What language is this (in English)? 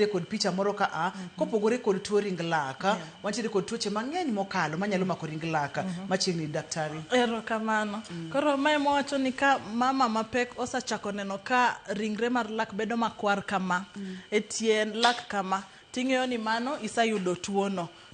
Luo (Kenya and Tanzania)